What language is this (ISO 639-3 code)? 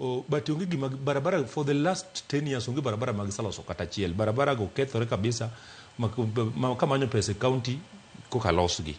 luo